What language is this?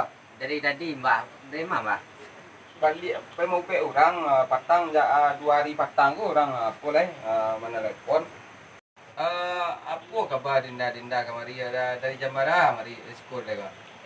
Minangkabau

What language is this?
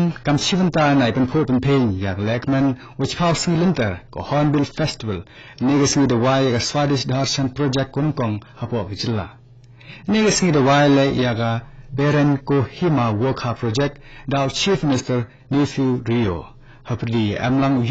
Khasi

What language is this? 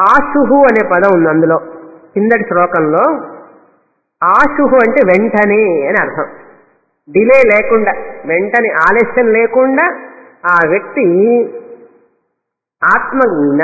Telugu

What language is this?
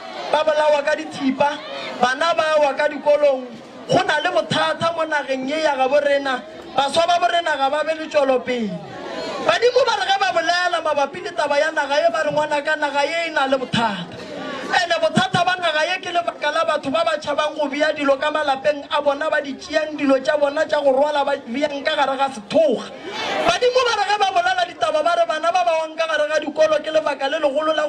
Northern Sotho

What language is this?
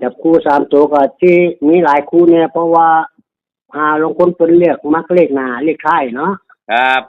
Northeastern Thai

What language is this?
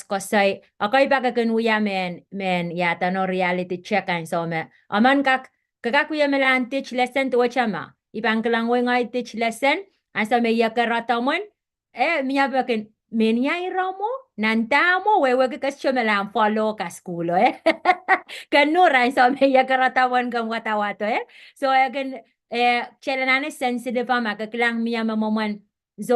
Pohnpeian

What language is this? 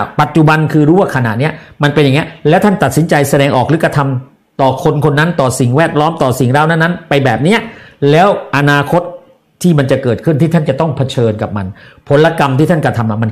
Thai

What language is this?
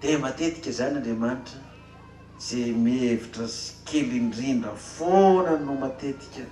Malagasy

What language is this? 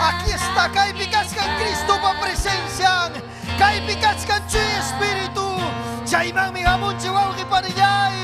Ayacucho Quechua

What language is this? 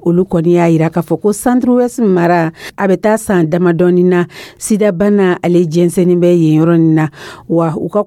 Dyula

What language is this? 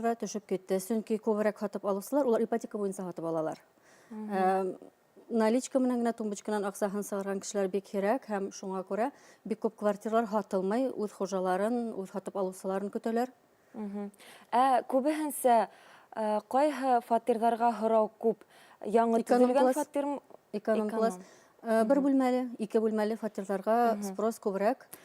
Bashkir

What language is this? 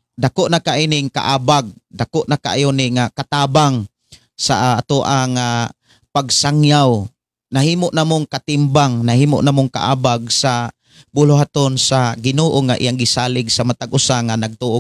Cebuano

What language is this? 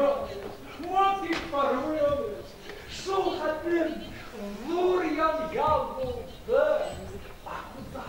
Bashkir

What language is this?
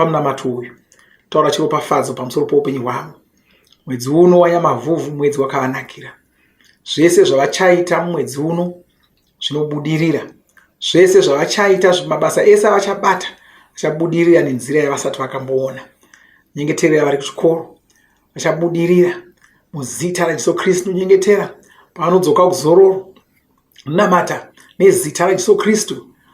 Shona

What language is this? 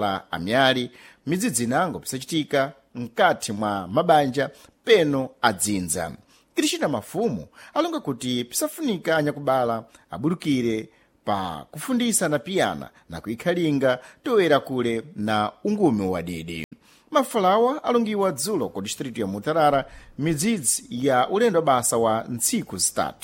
Sena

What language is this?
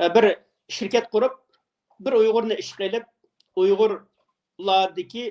Uyghur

